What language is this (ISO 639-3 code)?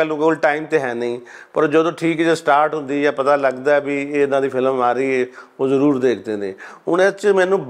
pan